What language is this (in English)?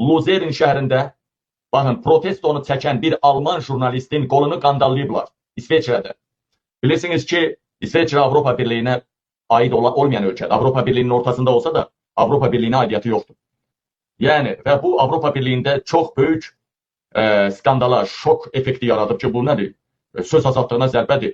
Azerbaijani